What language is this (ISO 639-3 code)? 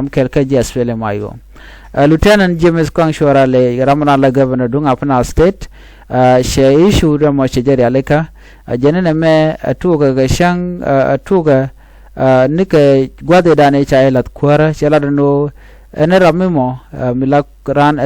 nus